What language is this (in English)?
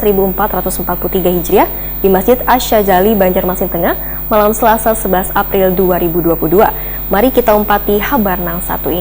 Banjar